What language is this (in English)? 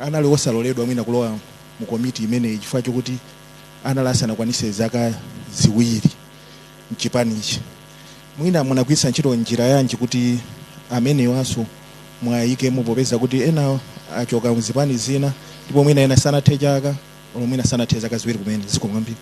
Nyanja